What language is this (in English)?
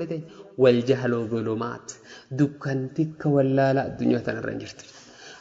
Oromo